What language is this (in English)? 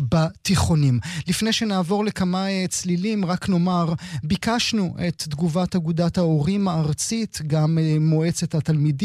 Hebrew